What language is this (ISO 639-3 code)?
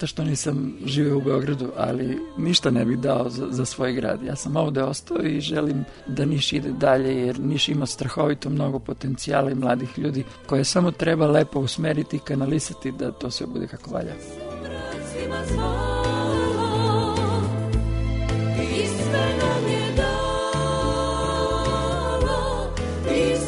srp